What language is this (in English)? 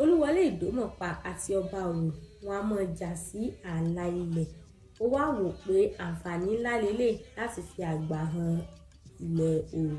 Yoruba